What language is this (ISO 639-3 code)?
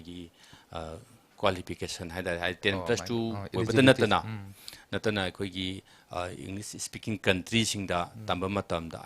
mni